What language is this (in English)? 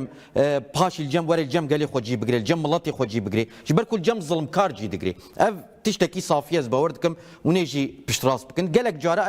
Kurdish